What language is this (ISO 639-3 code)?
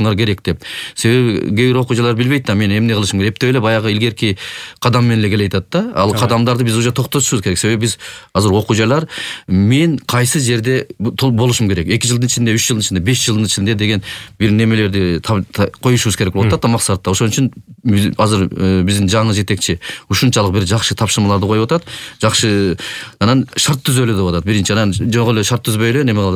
kir